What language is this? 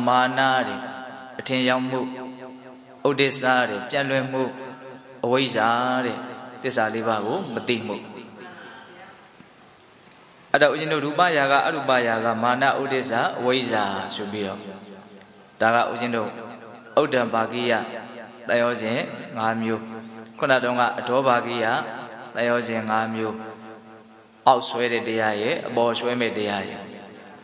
Burmese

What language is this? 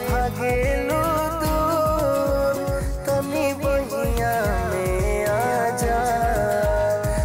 Bhojpuri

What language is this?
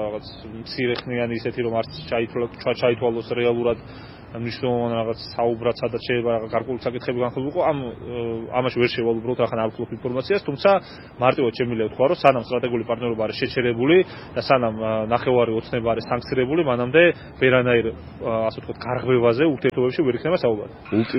Georgian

